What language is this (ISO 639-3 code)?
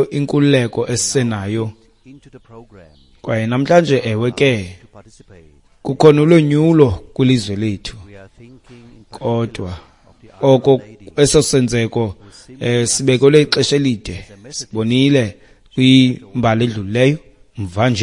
xho